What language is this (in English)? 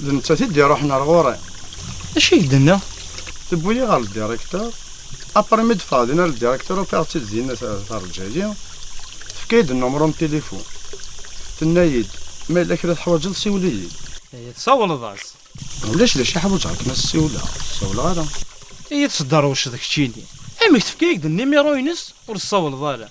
Kabyle